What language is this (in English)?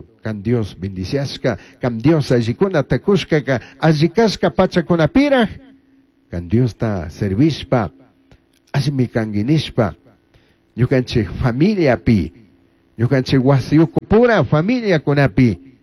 Chimborazo Highland Quichua